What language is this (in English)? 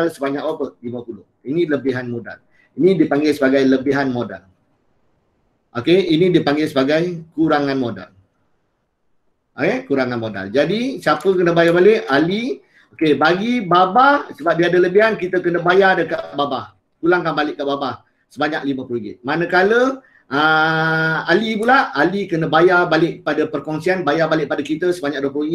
Malay